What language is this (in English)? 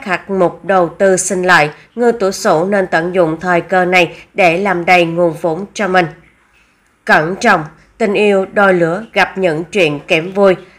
Vietnamese